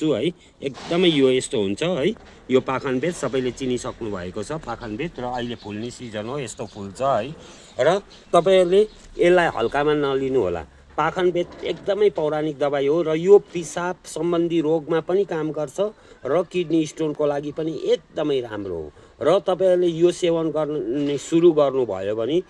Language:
Nepali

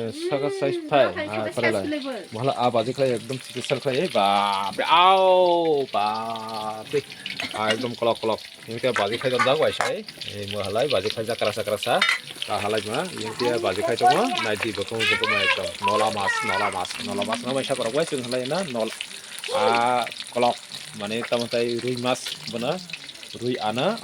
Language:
Kok Borok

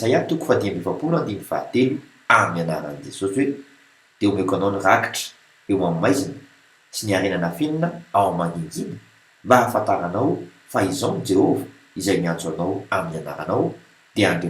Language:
Malagasy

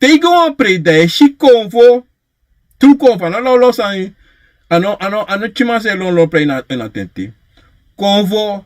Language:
Sranan Tongo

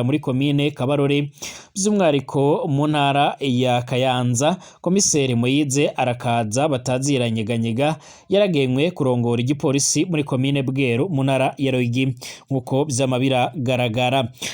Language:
Rundi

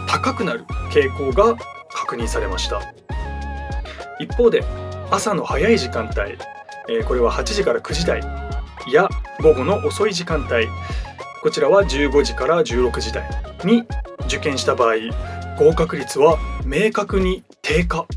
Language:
Japanese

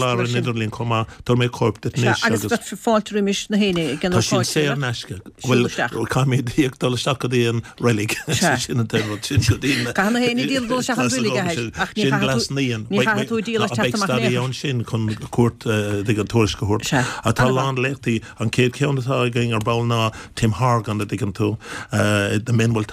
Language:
Irish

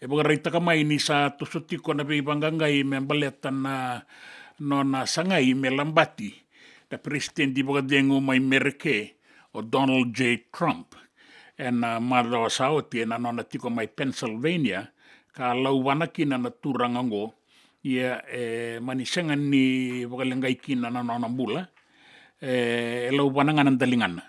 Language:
Fijian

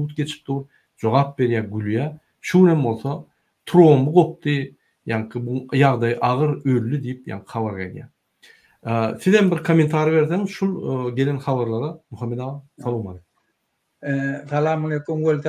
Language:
Turkmen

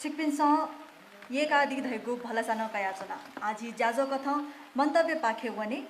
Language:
Newari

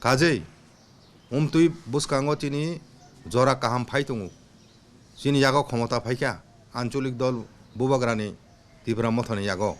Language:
Kok Borok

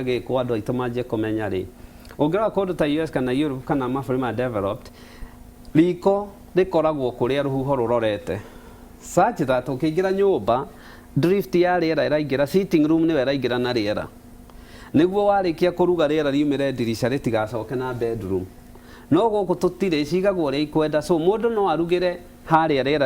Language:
Kikuyu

